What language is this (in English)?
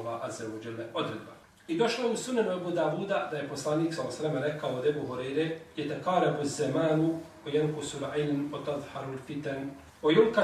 Bosnian